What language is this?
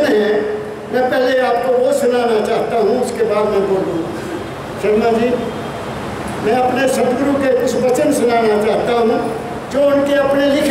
Hindi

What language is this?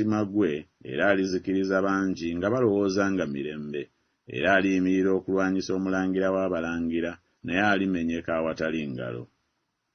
Ganda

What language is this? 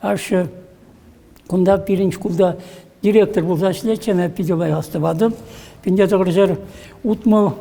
Chuvash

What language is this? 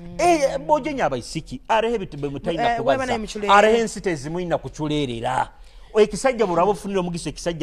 Nyoro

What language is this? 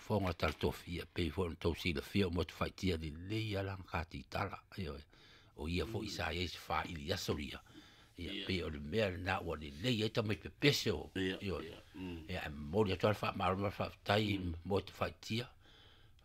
Samoan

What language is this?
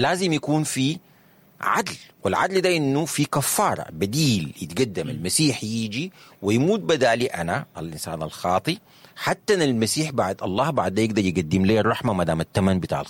Sudanese Arabic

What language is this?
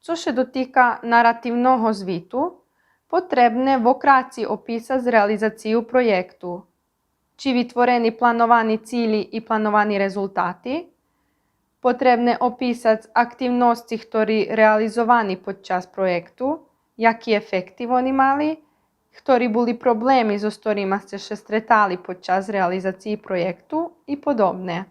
Rusyn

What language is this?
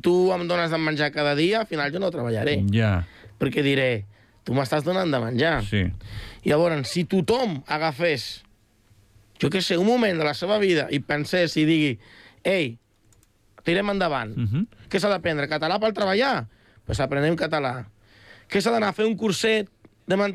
Catalan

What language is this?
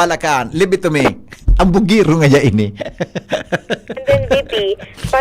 Bikol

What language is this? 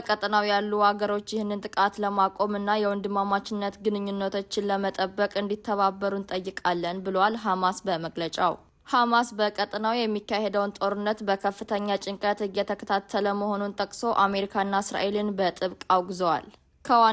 Amharic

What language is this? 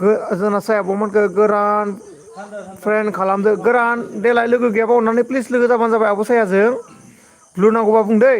Bodo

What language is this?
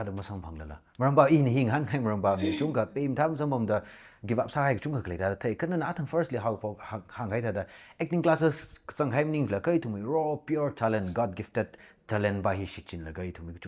Tangkhul Naga (India)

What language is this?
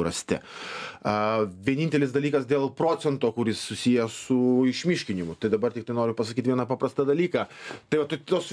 Lithuanian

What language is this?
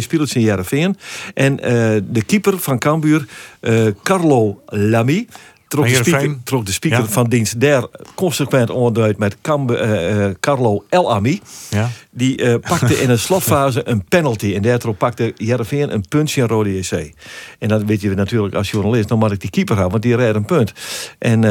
Western Frisian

